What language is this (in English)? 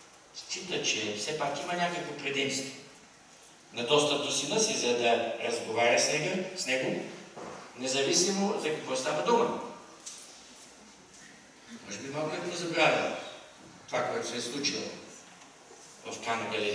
Bulgarian